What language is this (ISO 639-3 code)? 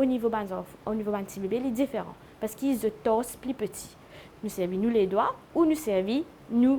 mfe